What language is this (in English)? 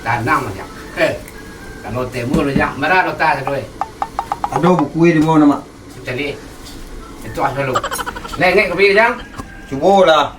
Minangkabau